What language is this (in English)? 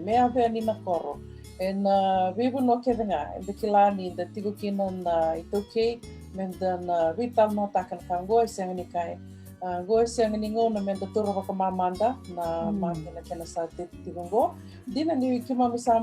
Fijian